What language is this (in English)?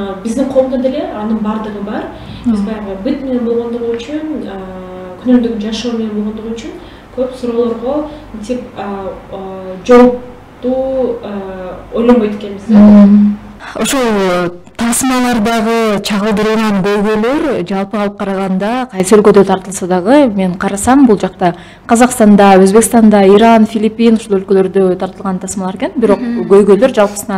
Kyrgyz